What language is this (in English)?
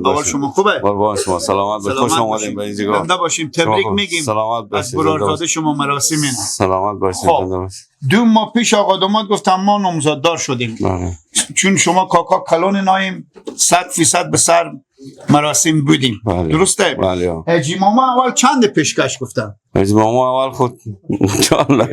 Persian